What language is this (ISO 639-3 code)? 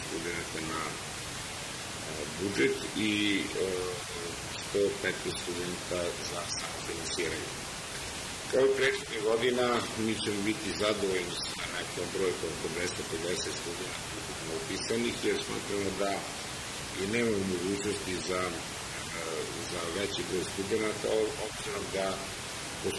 srp